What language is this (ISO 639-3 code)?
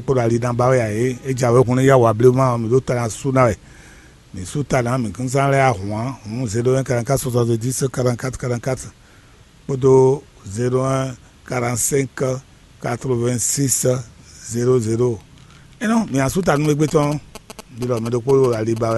fon